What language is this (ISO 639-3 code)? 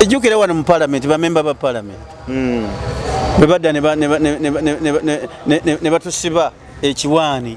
lug